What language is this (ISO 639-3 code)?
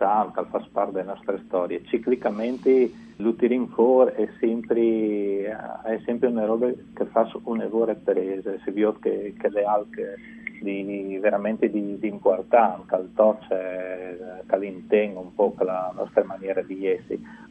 fur